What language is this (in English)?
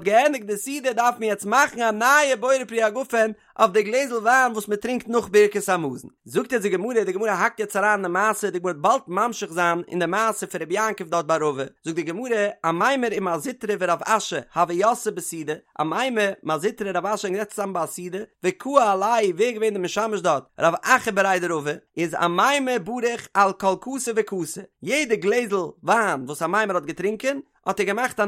Yiddish